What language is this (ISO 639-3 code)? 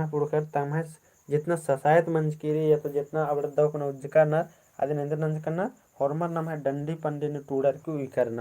kru